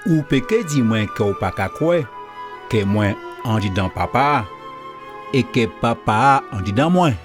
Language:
Guadeloupean Creole French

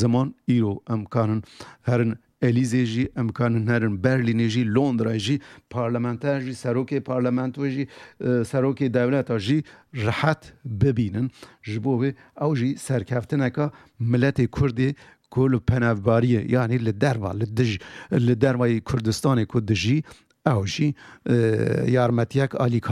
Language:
Kurdish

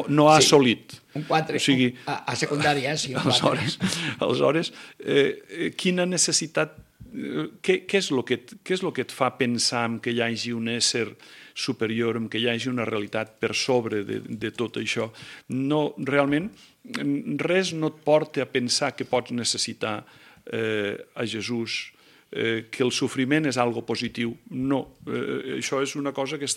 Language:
Catalan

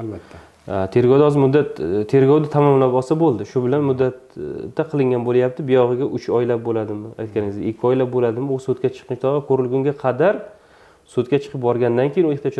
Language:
Uzbek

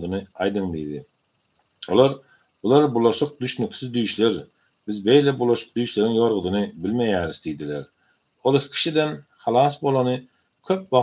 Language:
Turkmen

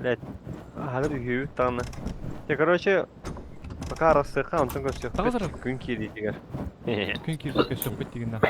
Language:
Yakut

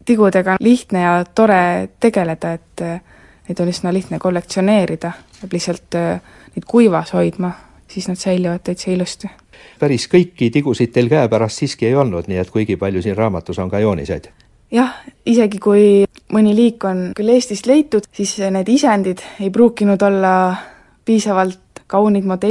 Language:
Estonian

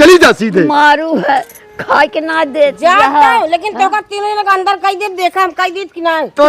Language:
Awadhi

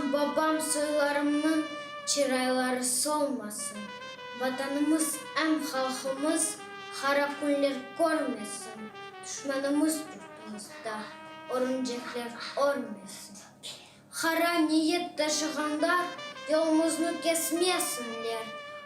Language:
Crimean Tatar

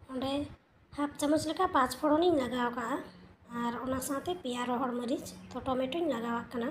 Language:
Santali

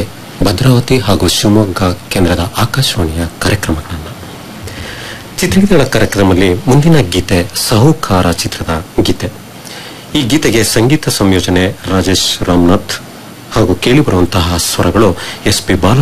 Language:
Kannada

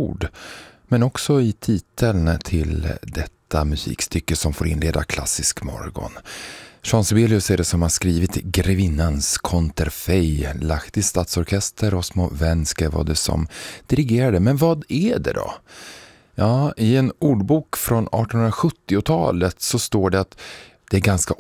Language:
Swedish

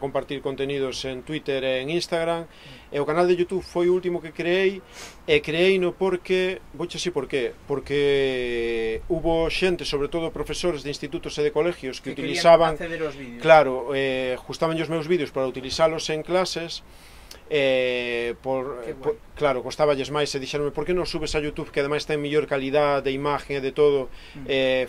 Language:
Galician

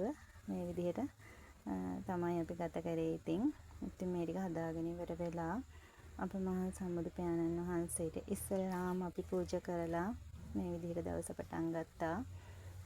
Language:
Sinhala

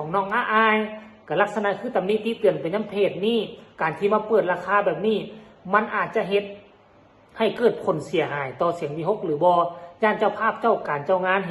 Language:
Northeastern Thai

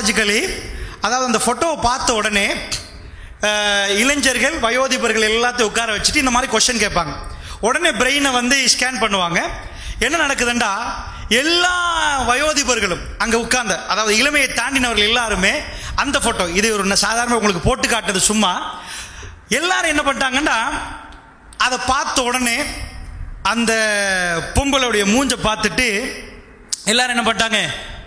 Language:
Tamil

